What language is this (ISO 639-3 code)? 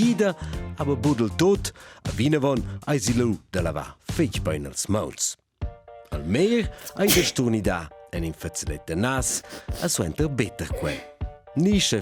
roh